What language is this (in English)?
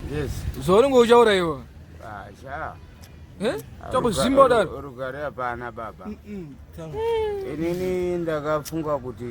Shona